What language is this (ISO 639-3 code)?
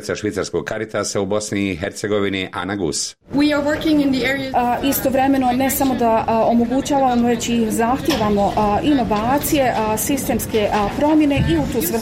bos